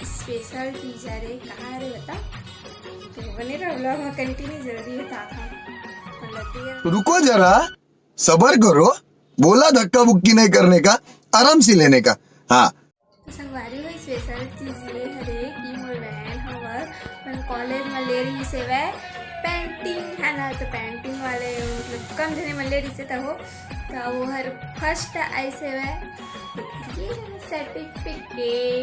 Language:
Chhattisgarhi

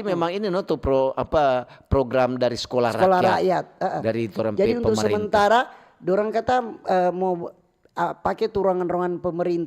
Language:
Manado Malay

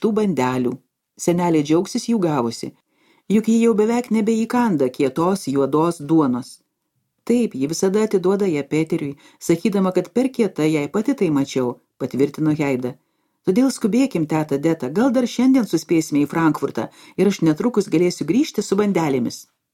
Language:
Lithuanian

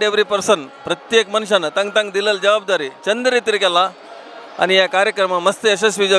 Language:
Konkani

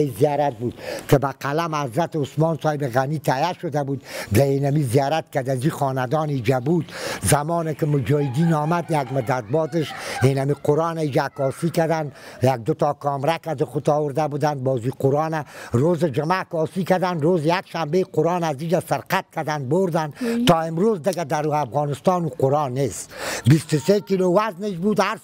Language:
Persian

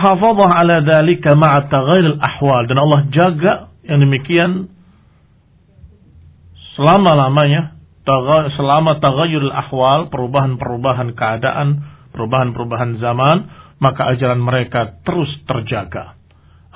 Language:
Indonesian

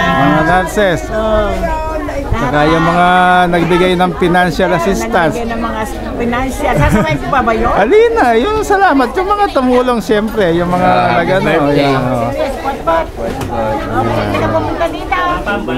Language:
Filipino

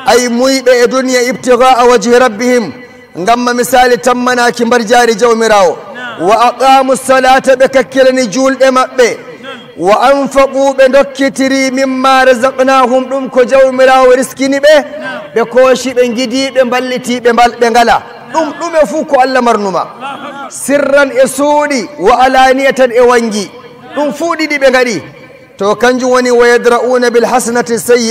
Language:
Nigerian Fulfulde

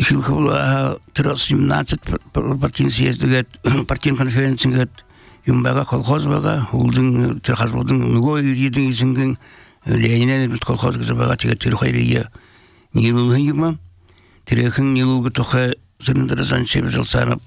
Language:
Belarusian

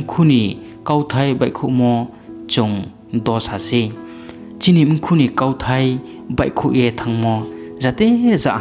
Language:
Riang (India)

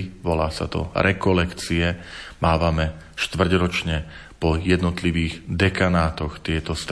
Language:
Slovak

